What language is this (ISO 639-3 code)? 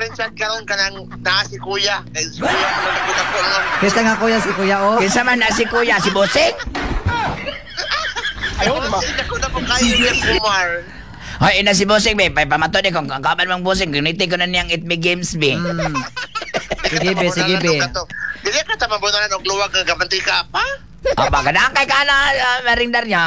ceb